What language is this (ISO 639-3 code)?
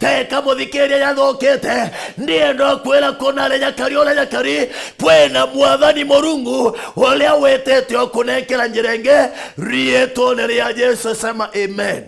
mer